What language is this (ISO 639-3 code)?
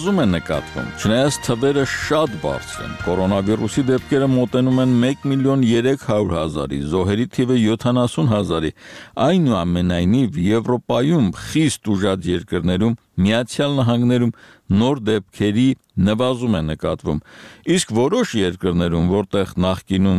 hye